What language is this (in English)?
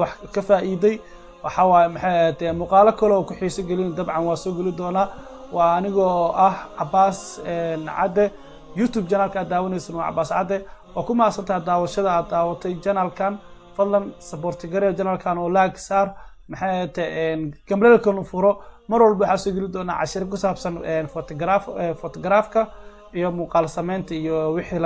Somali